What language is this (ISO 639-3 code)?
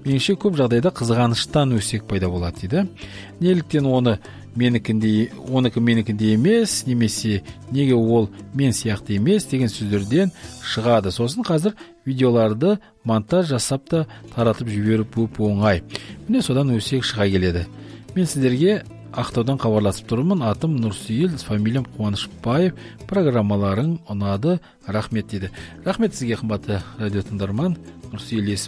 kaz